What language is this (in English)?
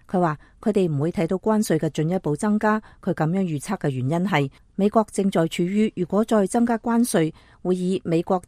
Cantonese